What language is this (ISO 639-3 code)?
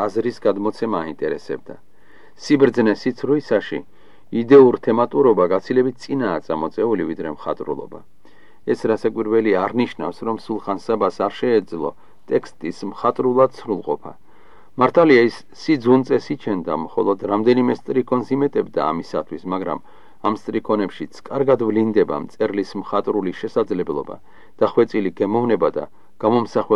kat